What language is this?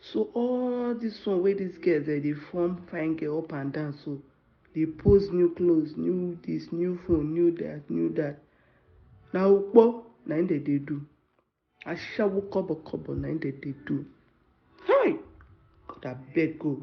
Nigerian Pidgin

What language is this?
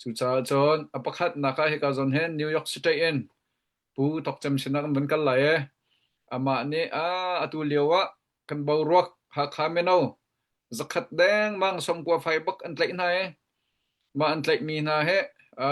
Hakha Chin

